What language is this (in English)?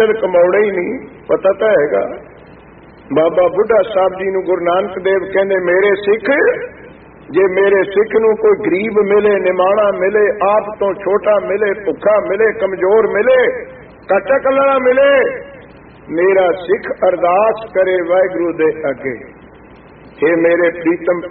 Punjabi